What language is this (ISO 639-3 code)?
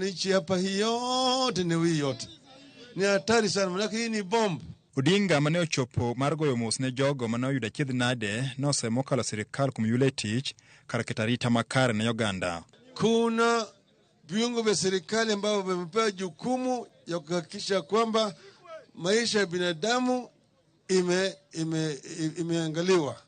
luo